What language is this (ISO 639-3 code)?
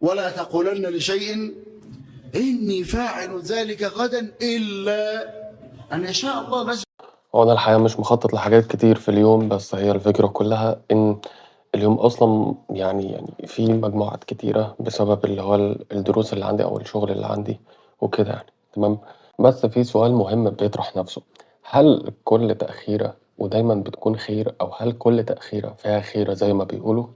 arz